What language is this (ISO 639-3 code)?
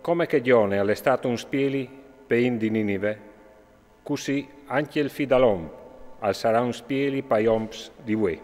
fur